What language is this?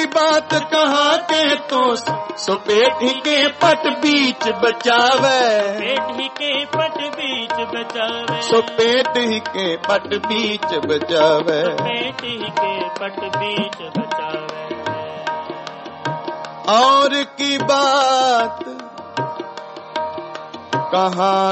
Punjabi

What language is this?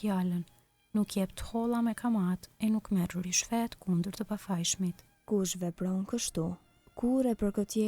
Albanian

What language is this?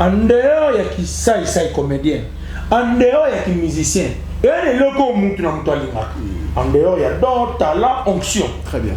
Lingala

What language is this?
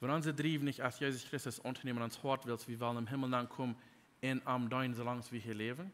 Plautdietsch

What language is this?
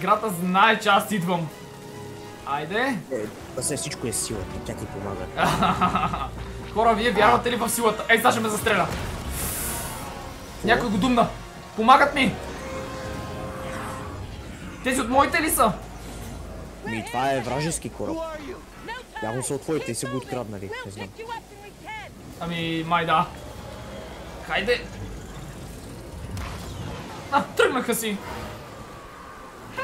Bulgarian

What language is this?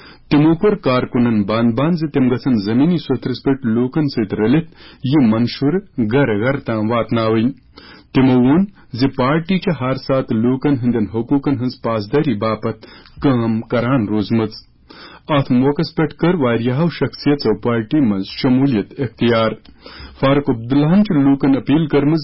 Kashmiri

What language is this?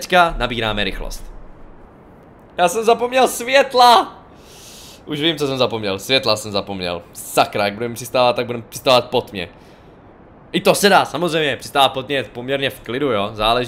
Czech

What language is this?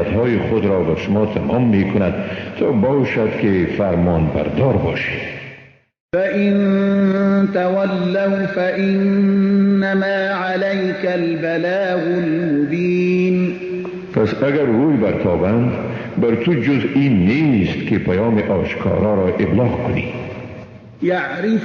Persian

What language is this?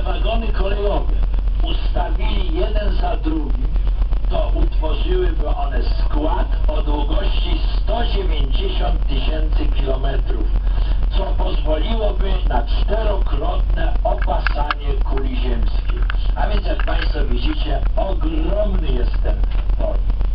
Polish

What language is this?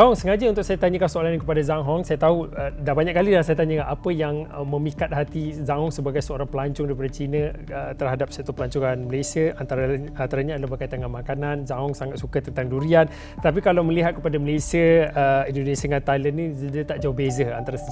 Malay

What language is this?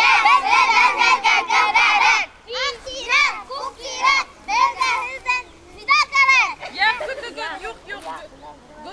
Bashkir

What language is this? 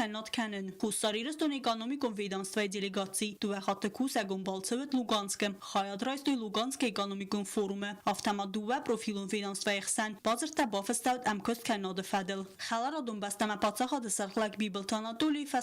Ossetic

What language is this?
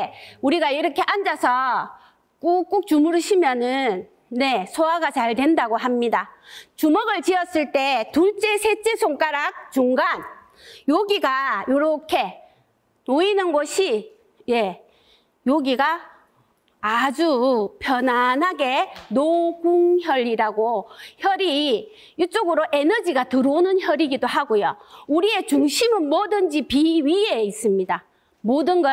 Korean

